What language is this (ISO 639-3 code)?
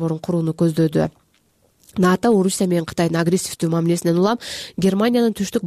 kir